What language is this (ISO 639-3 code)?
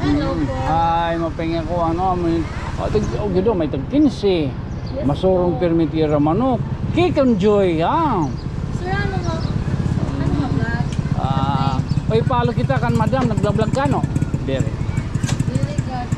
war